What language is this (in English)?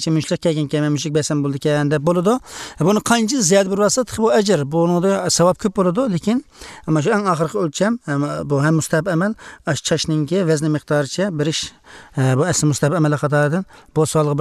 Uyghur